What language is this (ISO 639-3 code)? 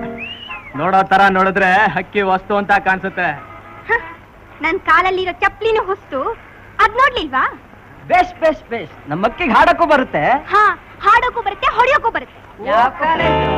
kan